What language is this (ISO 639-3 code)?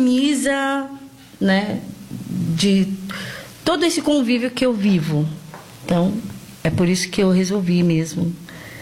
por